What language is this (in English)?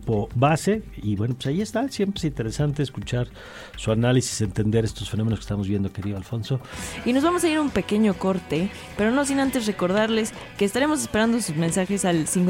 Spanish